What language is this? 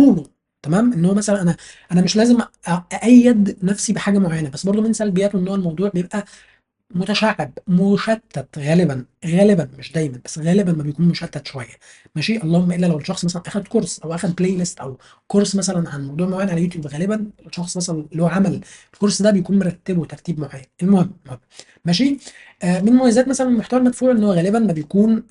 Egyptian Arabic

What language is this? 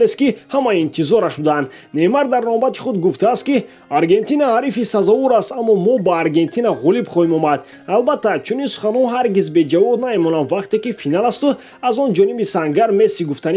Tajik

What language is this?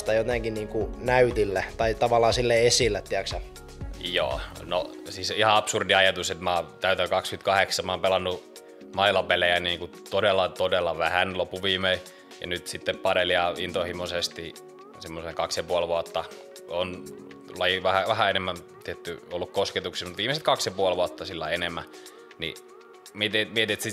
Finnish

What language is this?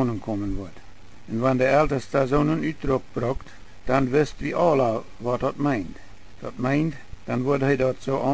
Plautdietsch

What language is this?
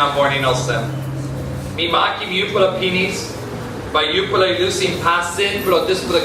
Tok Pisin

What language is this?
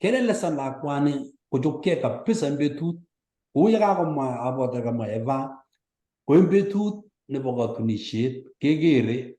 Kalenjin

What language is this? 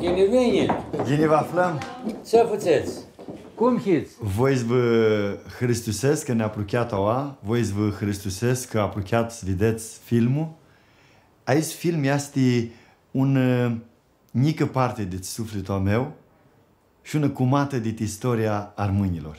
Aromanian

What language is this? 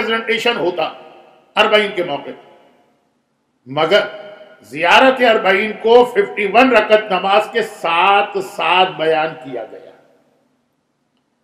Urdu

